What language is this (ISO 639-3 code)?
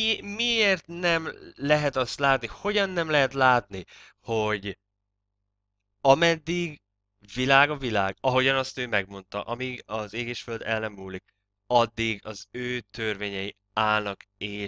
hun